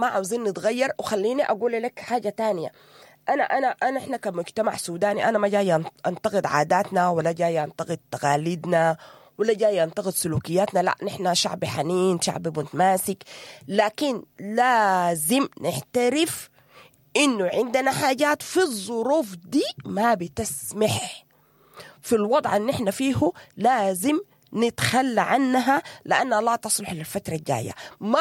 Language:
Sudanese Arabic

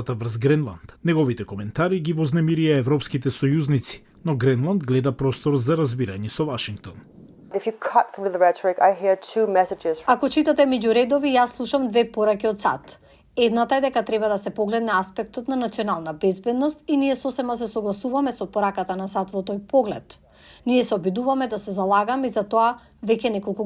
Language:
Macedonian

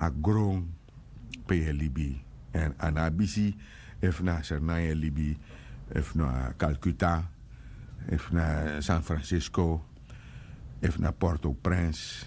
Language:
Sranan Tongo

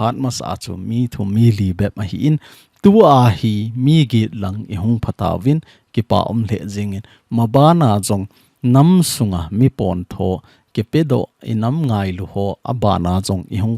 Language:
Thado Chin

